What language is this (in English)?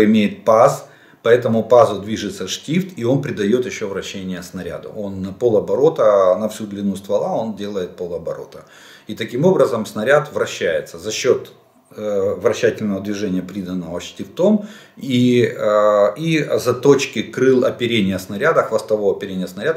Russian